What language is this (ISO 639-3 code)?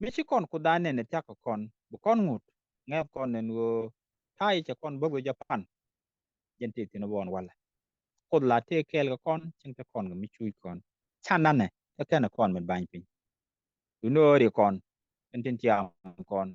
nus